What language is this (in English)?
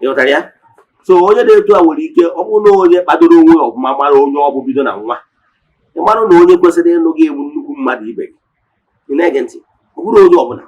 Igbo